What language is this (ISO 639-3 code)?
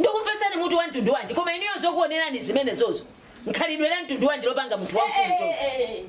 nya